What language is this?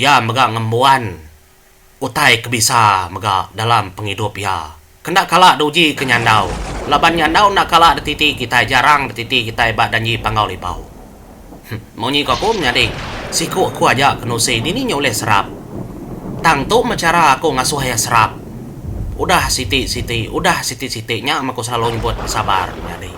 Iban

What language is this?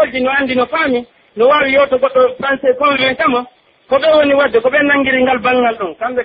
Pular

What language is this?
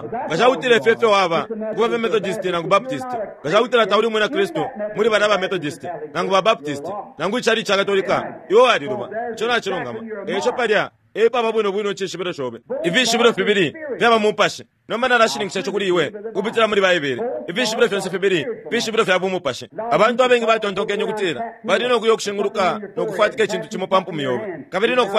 Bemba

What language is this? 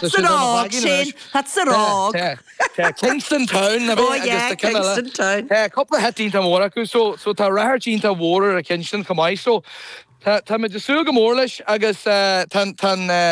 Irish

